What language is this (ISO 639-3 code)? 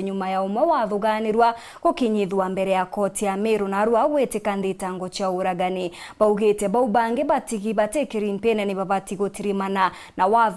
mer